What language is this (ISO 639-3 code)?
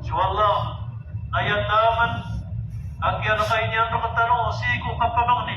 mrw